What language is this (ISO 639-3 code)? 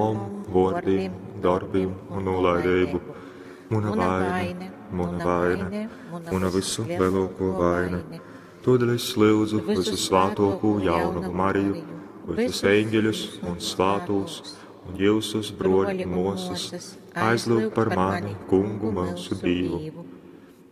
ltg